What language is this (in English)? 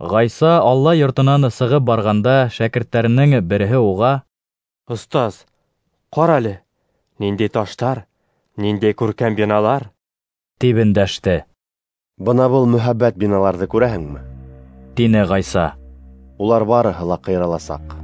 Bashkir